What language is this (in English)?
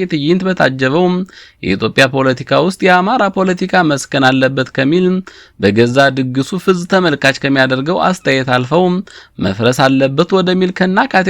Amharic